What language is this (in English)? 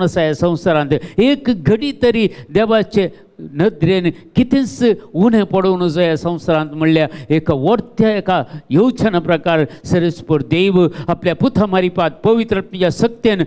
Konkani